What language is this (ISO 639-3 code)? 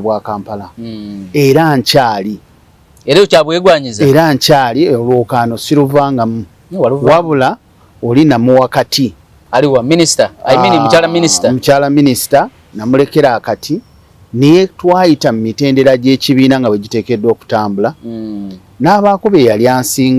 lug